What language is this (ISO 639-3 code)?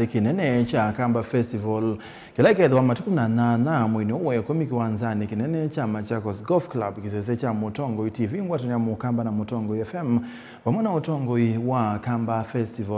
kam